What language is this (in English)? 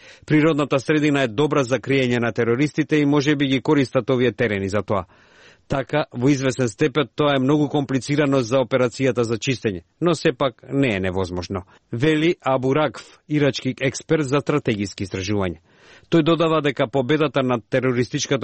Macedonian